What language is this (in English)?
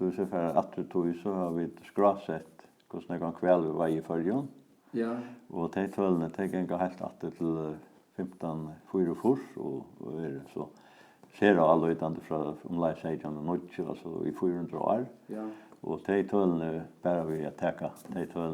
Faroese